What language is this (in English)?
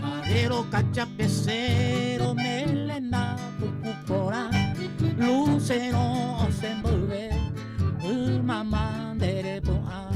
Guarani